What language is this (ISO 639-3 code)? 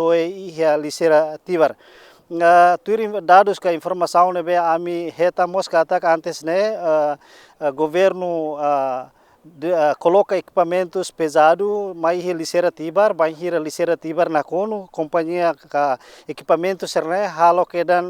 tet